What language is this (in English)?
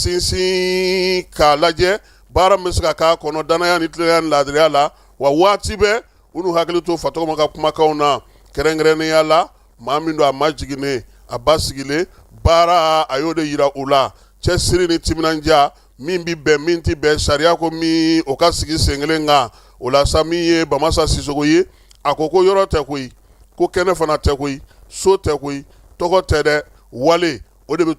Bambara